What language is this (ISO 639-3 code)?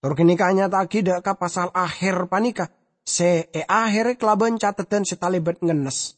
mad